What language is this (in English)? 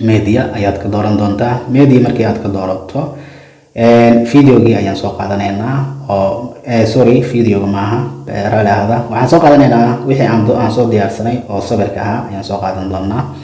Somali